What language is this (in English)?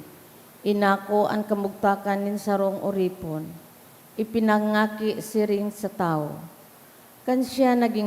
Bikol